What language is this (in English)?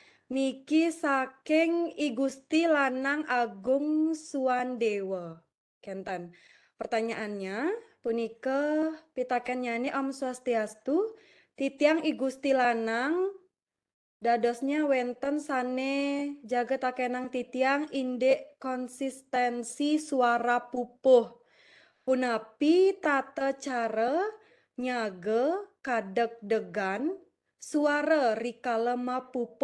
Balinese